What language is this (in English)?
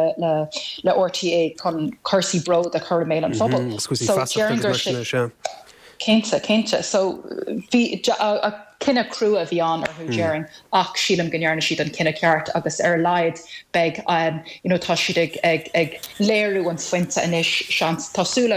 Irish